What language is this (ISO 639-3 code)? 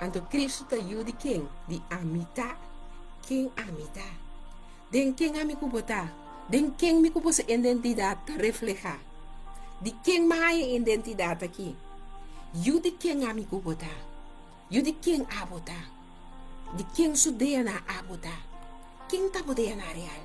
pap